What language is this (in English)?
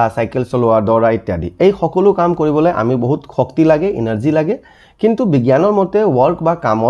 Assamese